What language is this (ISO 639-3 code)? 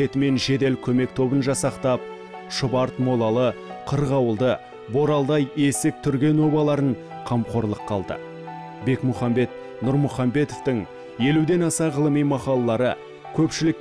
kaz